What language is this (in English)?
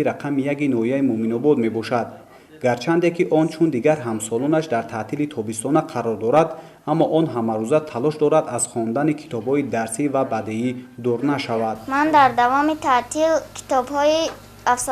Tajik